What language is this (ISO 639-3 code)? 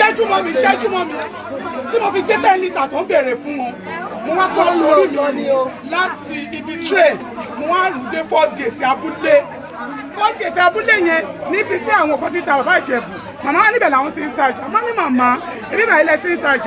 yor